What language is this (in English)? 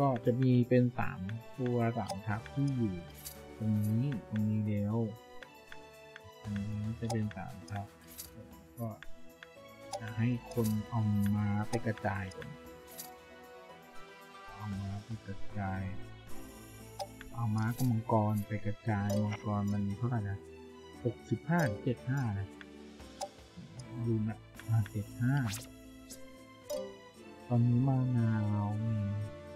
Thai